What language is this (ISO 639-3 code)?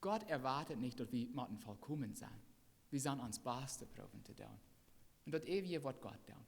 pdt